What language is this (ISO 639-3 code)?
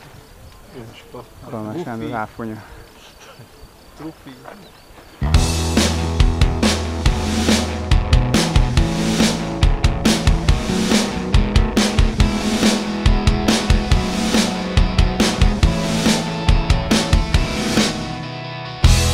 hun